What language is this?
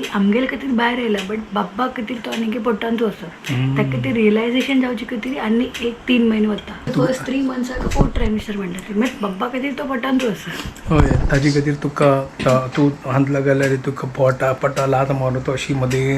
Konkani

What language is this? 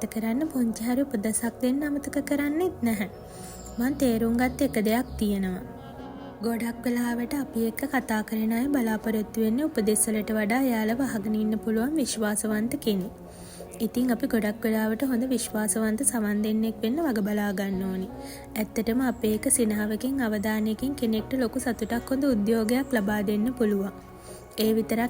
Sinhala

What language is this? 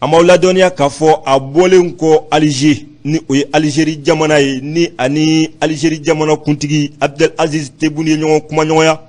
Bambara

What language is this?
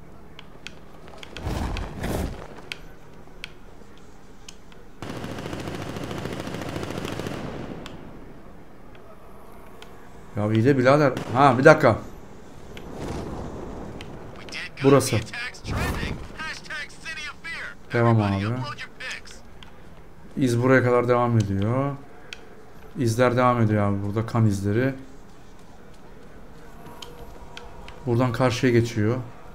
Turkish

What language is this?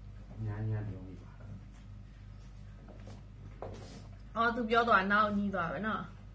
Burmese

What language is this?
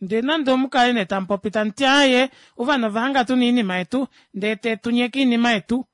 Kuanyama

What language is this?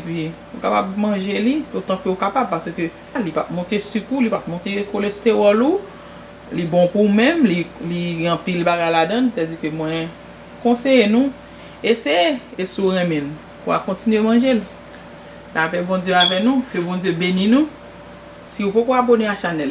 Haitian Creole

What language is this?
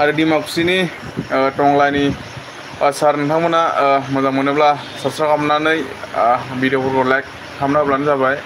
Bodo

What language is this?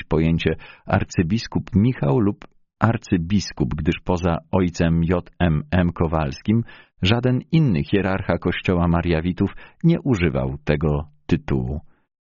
Polish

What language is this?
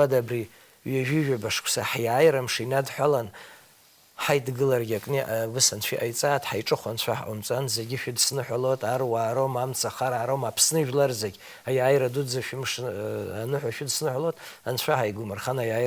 Abkhazian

